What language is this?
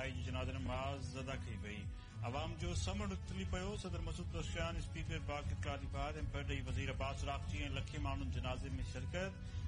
Sindhi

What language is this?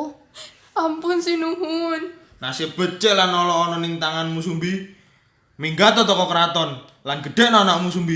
Javanese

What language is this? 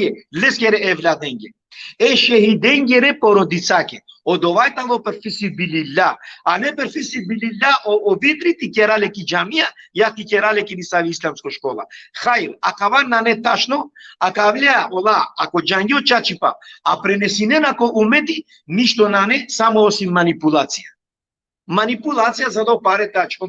Balkan Romani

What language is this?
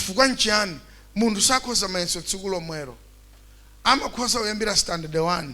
Nyanja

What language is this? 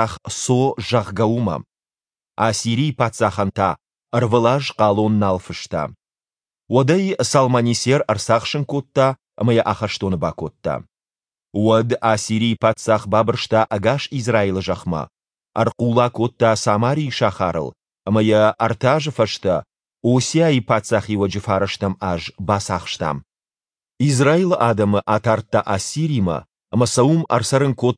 Ossetic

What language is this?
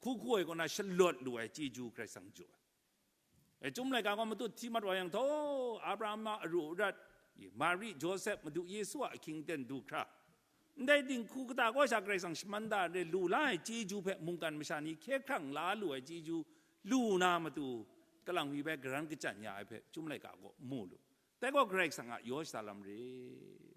Kachin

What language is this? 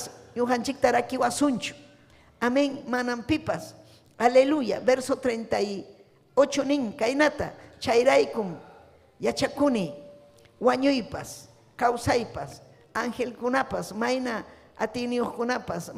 Ayacucho Quechua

